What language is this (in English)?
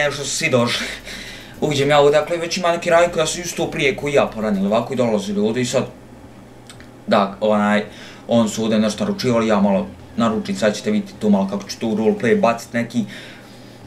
Croatian